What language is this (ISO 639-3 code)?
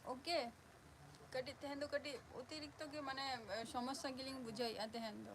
sat